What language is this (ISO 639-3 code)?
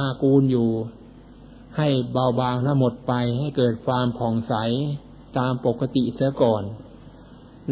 tha